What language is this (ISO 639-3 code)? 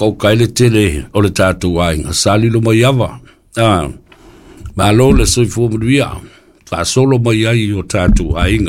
smo